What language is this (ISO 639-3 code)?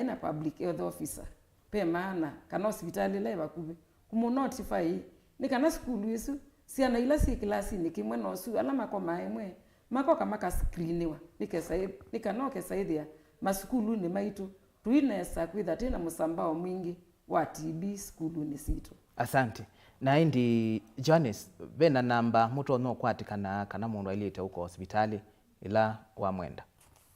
kam